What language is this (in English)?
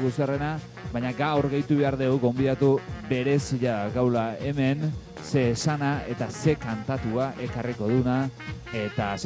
Basque